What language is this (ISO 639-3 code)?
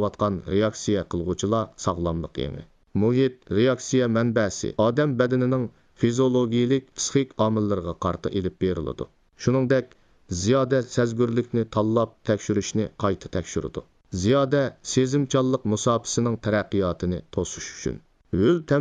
uig